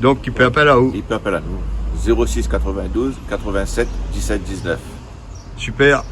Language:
Réunion Creole French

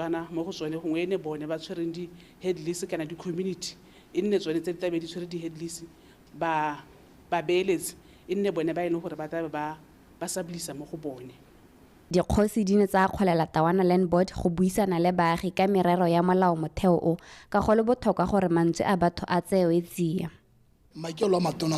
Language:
Tswana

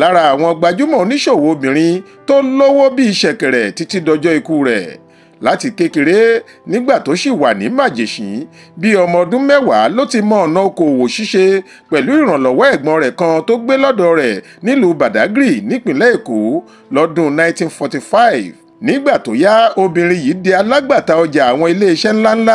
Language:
Yoruba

